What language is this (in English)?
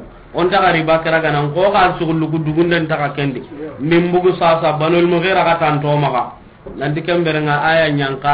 Soninke